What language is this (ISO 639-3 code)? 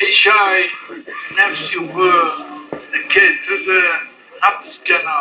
zza